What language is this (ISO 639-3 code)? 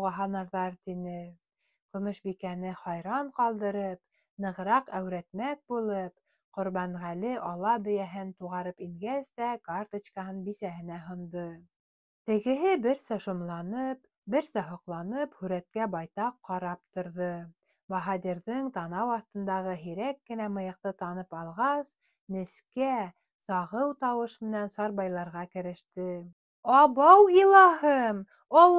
bak